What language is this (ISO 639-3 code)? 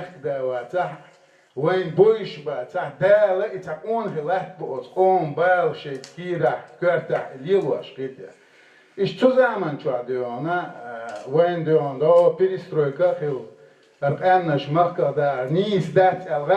che